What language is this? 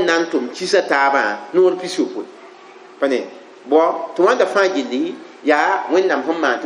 Mossi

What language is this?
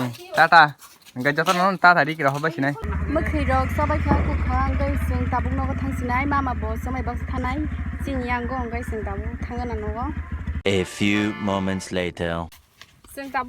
Kok Borok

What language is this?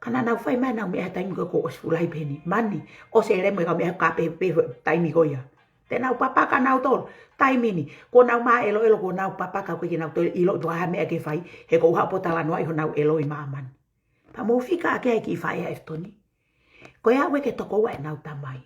Tongan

